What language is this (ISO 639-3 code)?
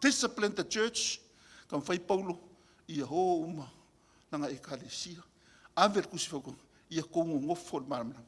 smo